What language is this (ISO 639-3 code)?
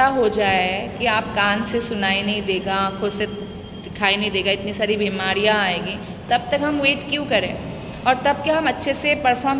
hin